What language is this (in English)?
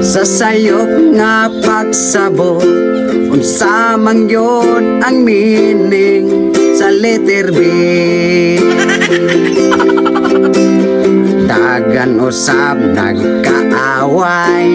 Cebuano